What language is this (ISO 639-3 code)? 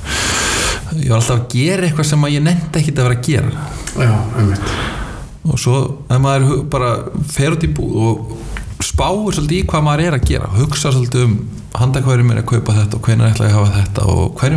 isl